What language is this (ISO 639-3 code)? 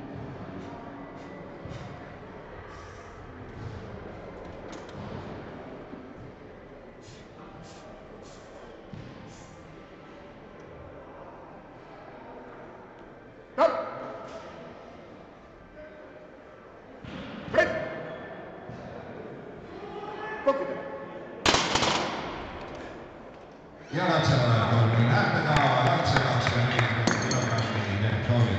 est